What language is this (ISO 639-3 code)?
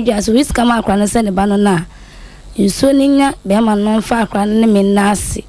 aka